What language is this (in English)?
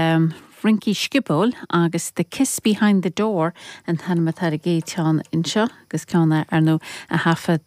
Irish